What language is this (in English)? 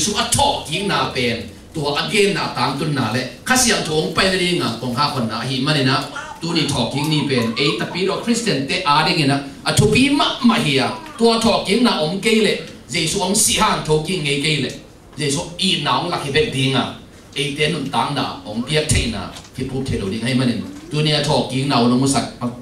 Tedim Chin